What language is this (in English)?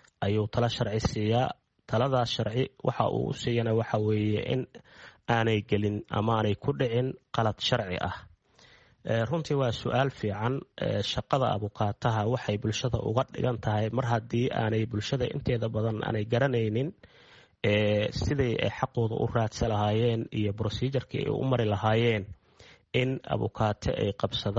Somali